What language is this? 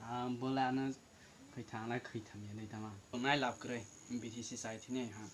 Kok Borok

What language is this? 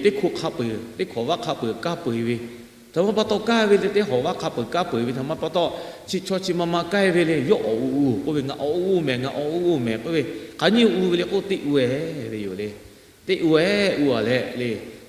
Lahu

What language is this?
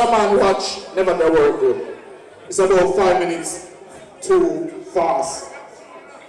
English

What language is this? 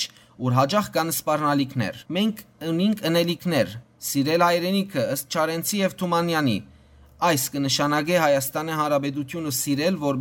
Western Armenian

